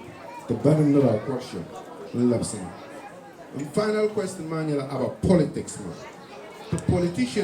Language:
Dagbani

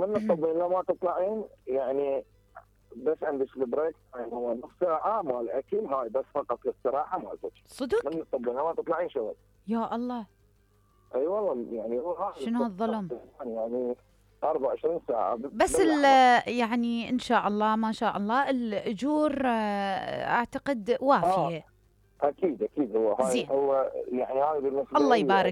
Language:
Mesopotamian Arabic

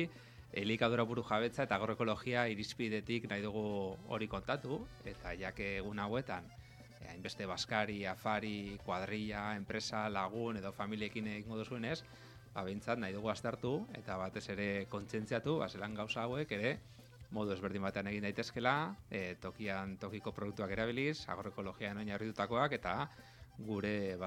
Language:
Basque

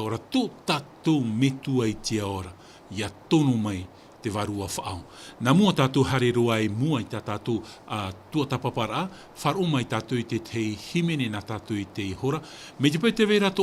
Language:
Tahitian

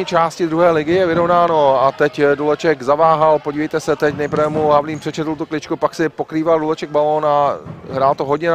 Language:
Czech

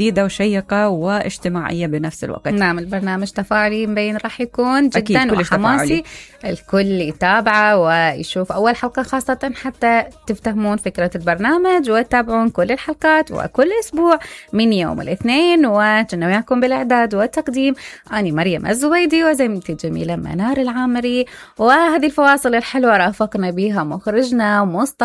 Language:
Mesopotamian Arabic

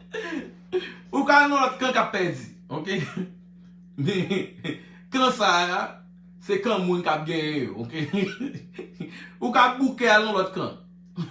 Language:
Haitian Creole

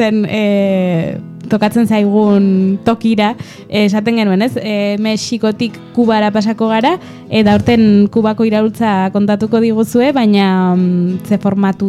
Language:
Basque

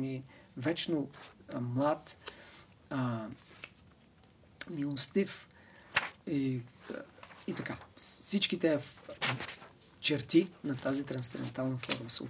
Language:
Bulgarian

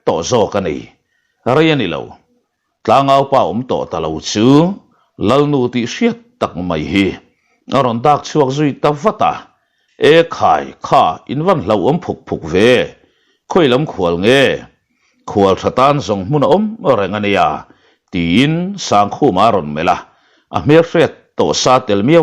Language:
Mizo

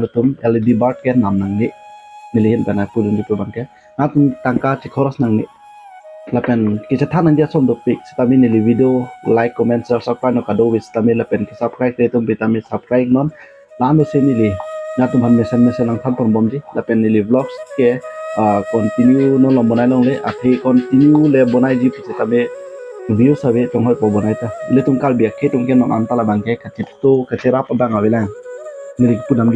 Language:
Karbi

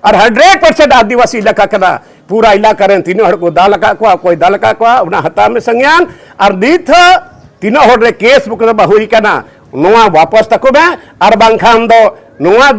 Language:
Santali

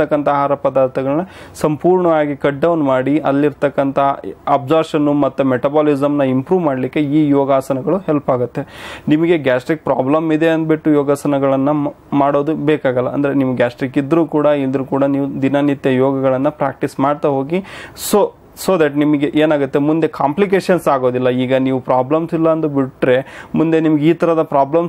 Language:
Kannada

